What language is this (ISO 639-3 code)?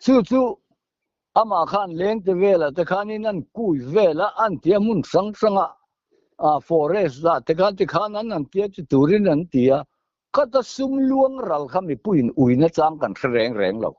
lus